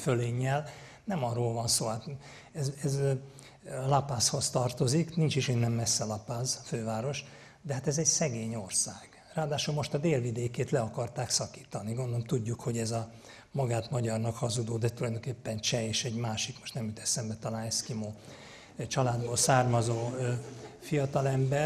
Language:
Hungarian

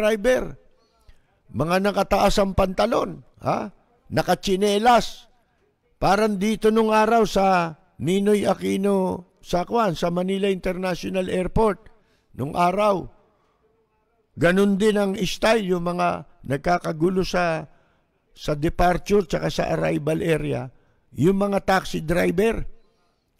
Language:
Filipino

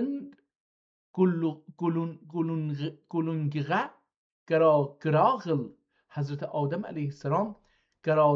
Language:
South Azerbaijani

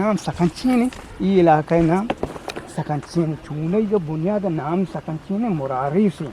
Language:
Eastern Balochi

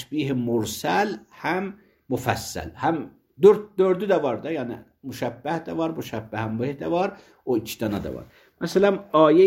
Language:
Azerbaijani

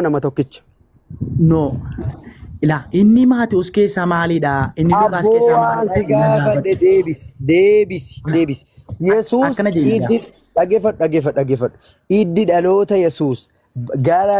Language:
Oromo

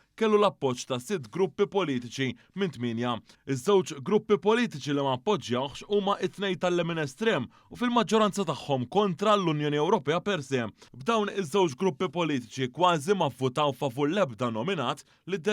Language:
Maltese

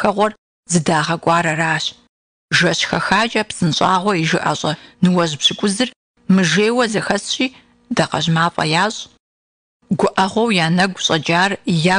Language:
Kabardian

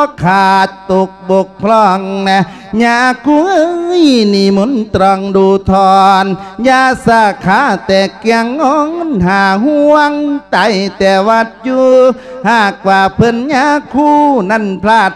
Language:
Lao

